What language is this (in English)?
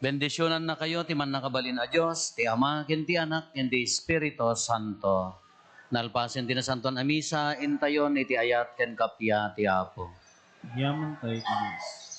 Iloko